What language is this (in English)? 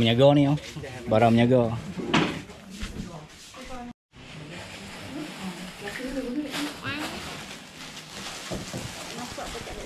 Malay